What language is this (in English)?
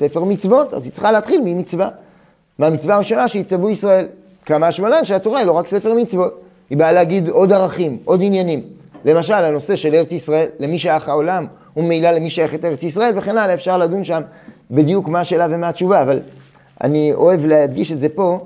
Hebrew